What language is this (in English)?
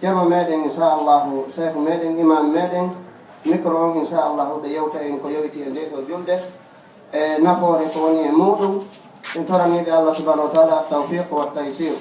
Fula